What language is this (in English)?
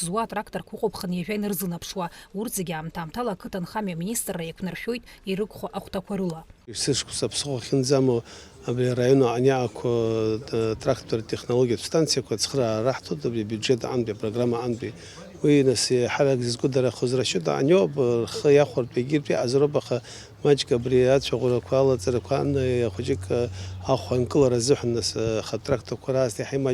Abkhazian